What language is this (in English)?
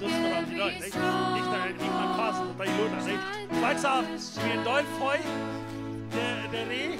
Plautdietsch